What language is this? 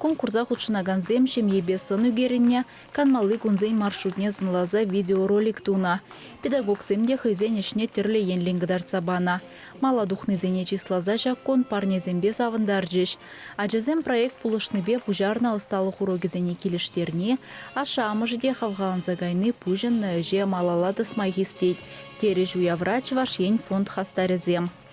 Chuvash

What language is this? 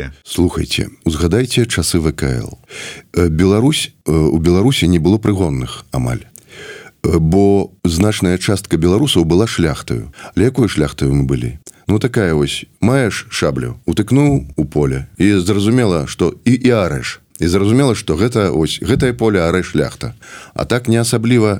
Belarusian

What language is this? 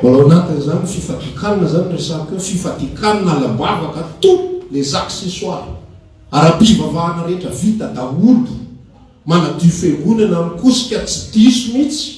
Malagasy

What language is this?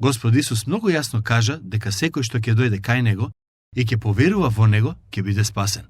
Macedonian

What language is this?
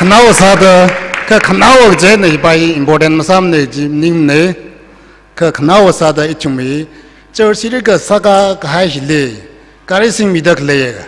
Tangkhul Naga (India)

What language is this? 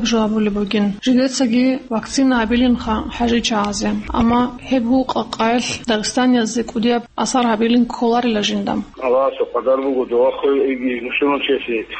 Avaric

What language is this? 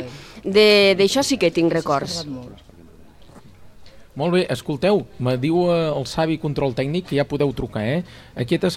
Catalan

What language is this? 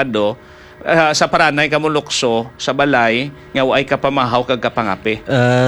Hiligaynon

